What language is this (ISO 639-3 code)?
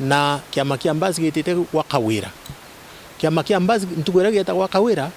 mer